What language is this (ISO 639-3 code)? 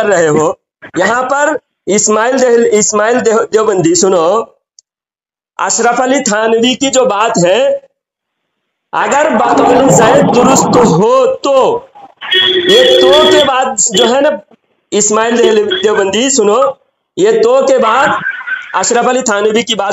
urd